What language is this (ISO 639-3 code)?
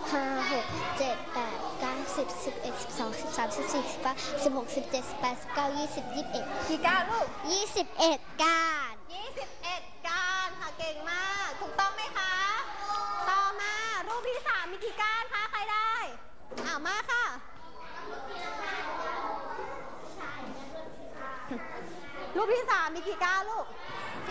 tha